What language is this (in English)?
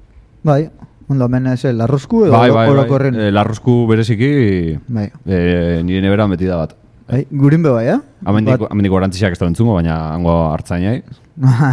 Basque